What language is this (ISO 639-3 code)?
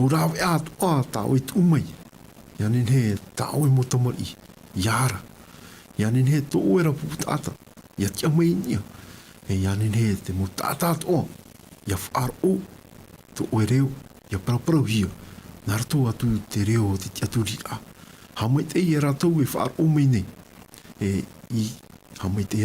tah